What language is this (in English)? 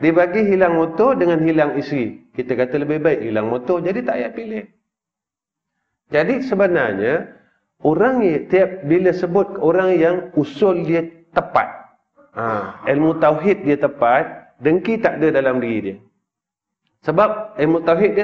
Malay